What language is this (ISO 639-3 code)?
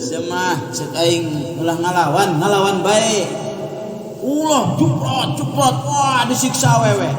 sun